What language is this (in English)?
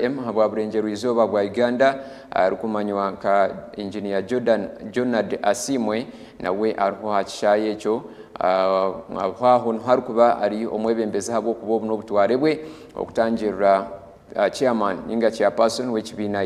Nyankole